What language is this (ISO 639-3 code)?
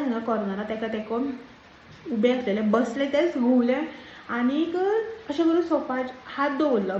kok